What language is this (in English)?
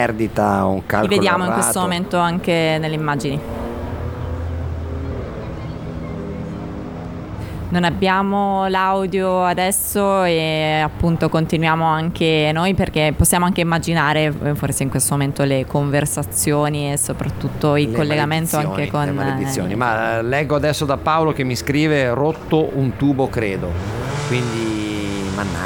Italian